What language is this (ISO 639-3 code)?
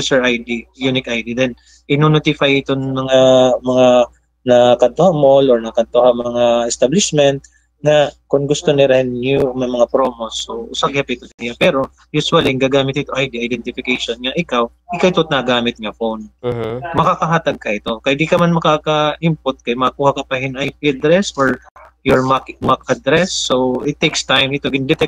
war